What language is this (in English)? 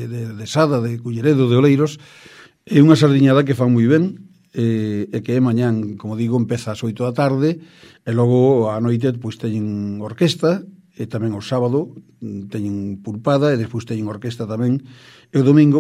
Galician